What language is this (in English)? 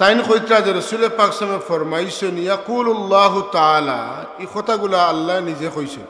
Sylheti